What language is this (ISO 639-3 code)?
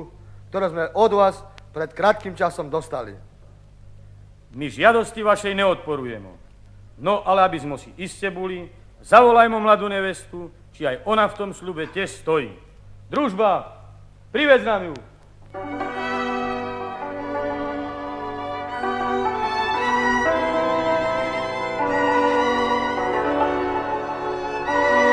slk